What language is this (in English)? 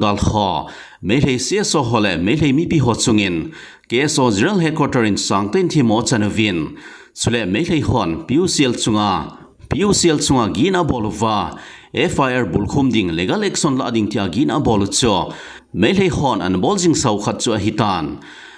Thado Chin